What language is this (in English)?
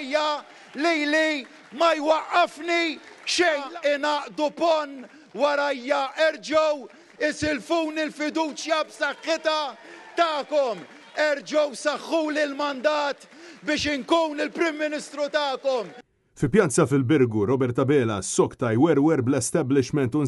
Maltese